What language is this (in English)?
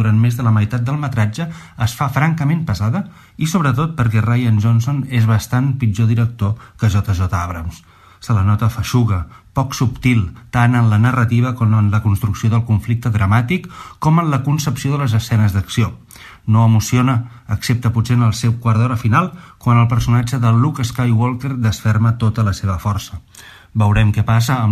Catalan